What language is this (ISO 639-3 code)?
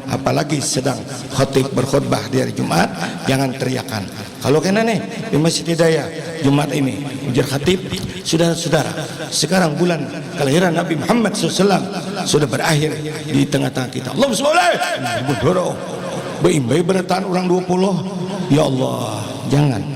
bjn